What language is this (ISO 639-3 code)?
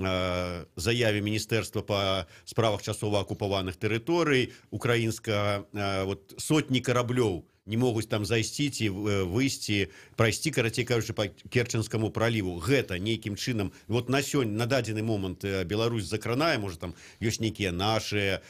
bel